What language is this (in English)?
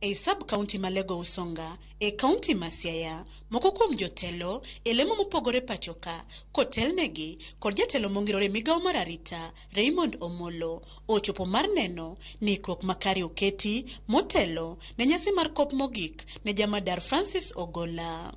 Luo (Kenya and Tanzania)